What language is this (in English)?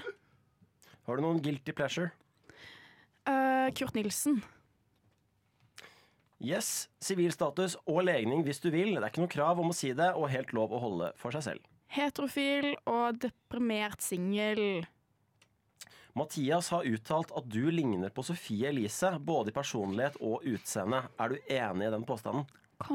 Norwegian